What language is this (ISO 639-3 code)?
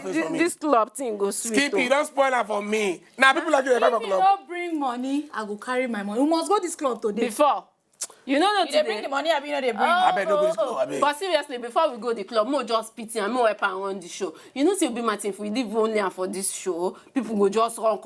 pcm